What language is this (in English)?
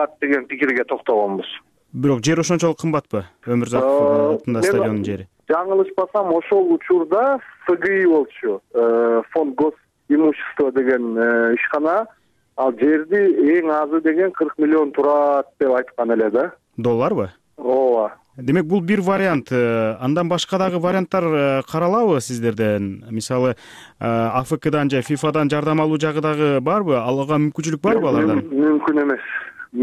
Kyrgyz